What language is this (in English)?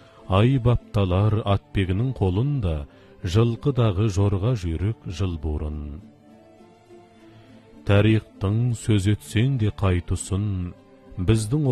Kazakh